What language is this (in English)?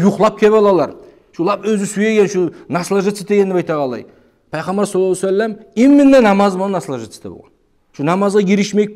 Kumyk